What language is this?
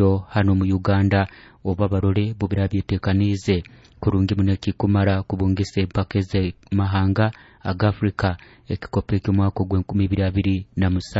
Nyoro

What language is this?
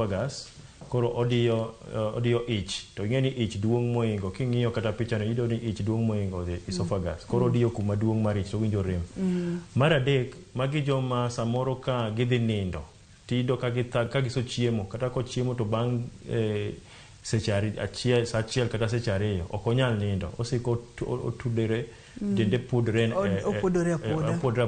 Luo (Kenya and Tanzania)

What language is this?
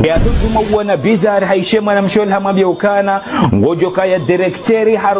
Ngazidja Comorian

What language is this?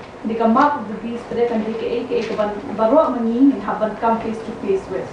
Khasi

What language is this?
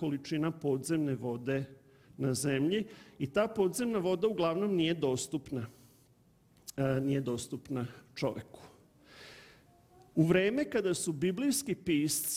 Serbian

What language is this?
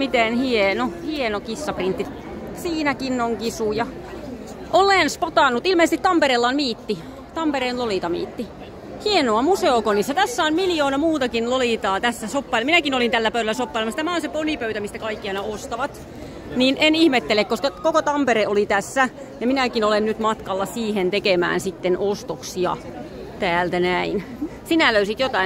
Finnish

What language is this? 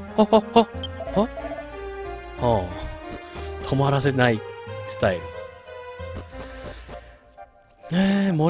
Japanese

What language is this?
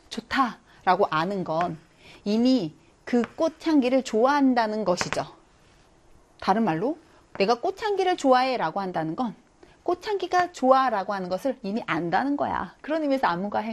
Korean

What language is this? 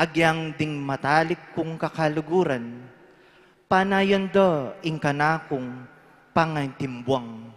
Pampanga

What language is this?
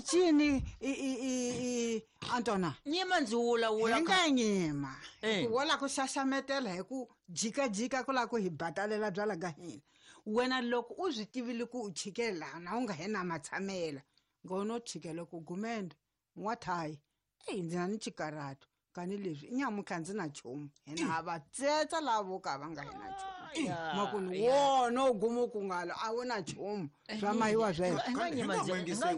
Tsonga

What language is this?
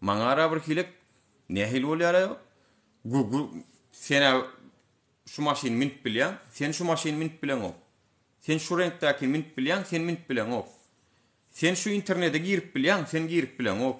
Turkmen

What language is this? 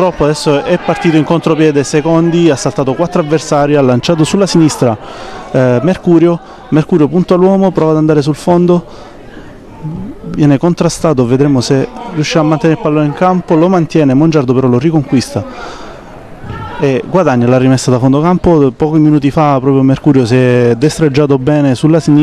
Italian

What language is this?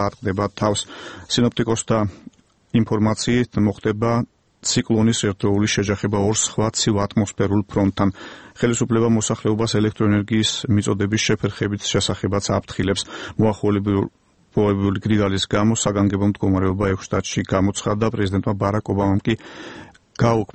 Georgian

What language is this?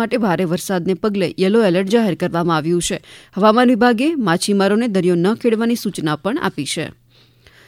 Gujarati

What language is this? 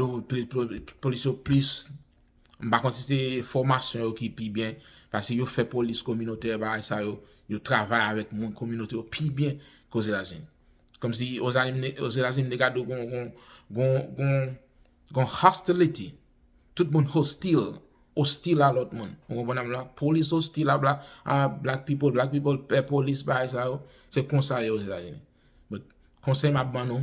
Haitian Creole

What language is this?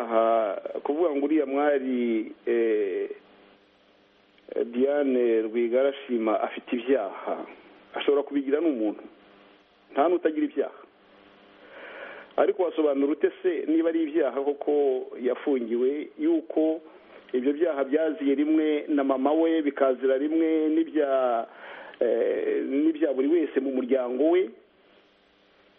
Kinyarwanda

